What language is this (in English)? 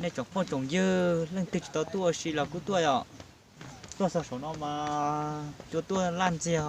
Hmong